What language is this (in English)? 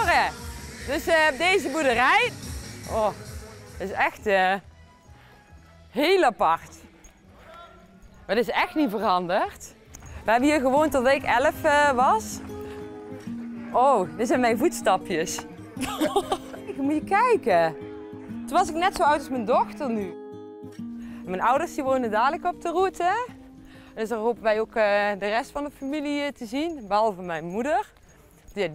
Dutch